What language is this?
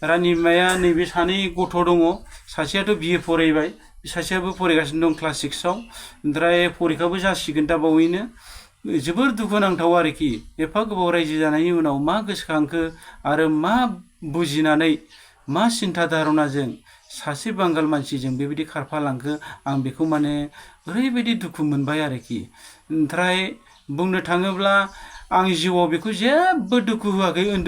Bodo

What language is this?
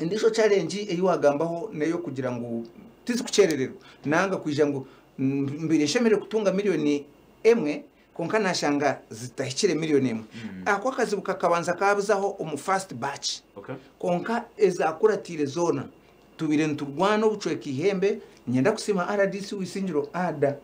Nyankole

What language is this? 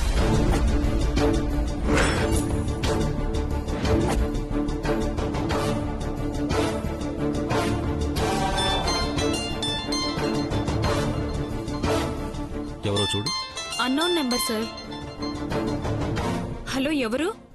Telugu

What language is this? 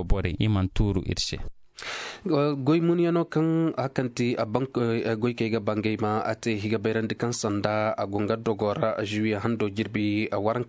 Koyraboro Senni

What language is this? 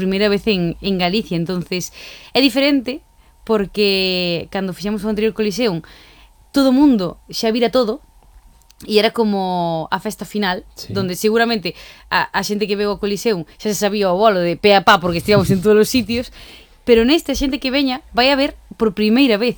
Galician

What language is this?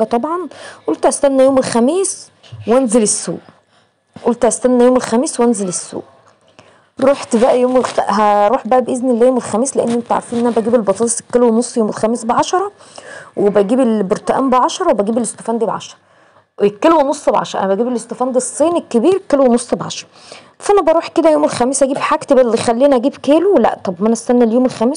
Egyptian Arabic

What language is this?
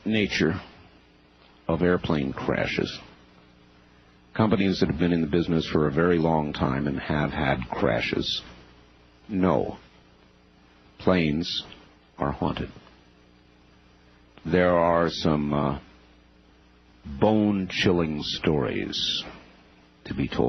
English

